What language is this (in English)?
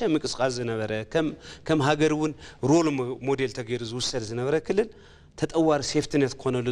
Tigrinya